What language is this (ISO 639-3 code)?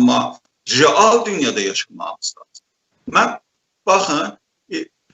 azb